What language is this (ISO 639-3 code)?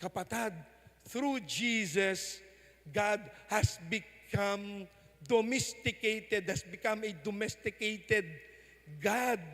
pam